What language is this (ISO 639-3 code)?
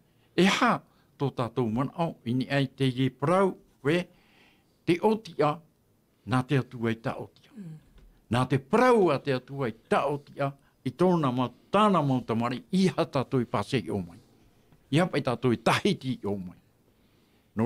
tah